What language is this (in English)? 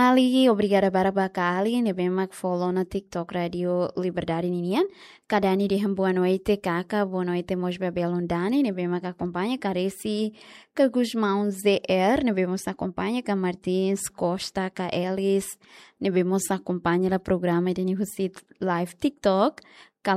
Tetum